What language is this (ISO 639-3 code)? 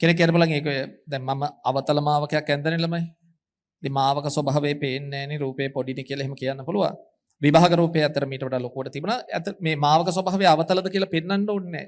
sin